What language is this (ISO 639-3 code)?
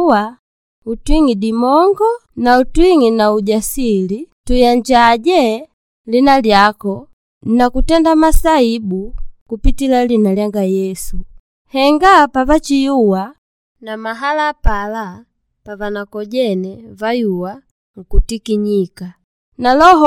kde